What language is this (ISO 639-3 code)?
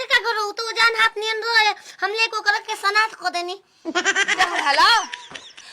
bho